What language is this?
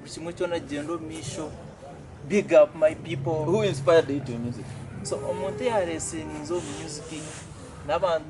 Nyankole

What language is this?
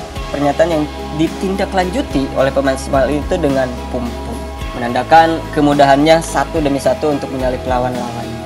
Indonesian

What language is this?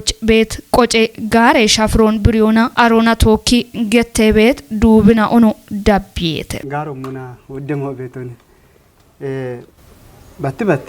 Kafa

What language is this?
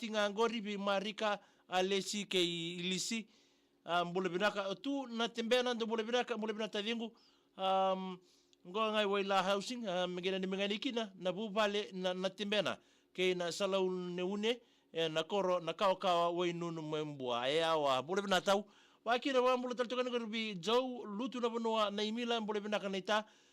Fijian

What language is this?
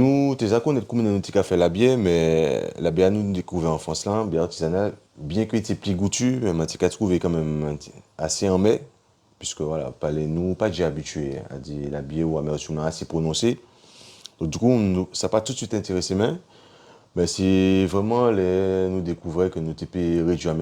Guadeloupean Creole French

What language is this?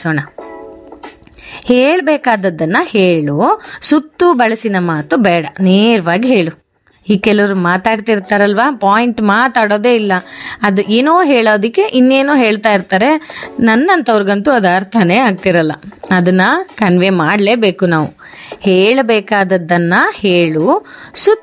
Kannada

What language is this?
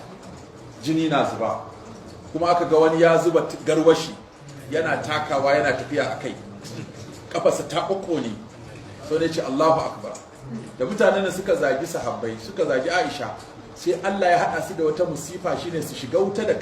Hausa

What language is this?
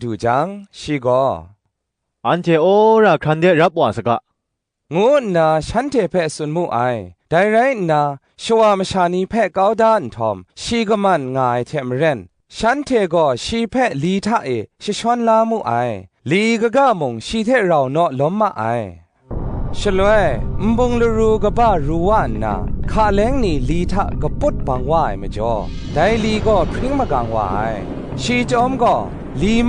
Kachin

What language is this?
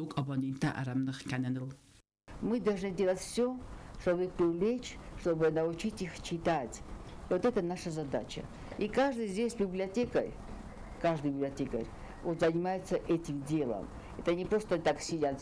Ossetic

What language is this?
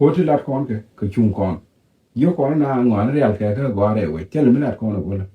Nuer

